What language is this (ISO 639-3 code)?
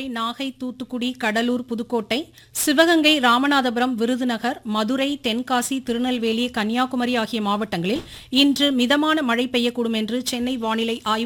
tam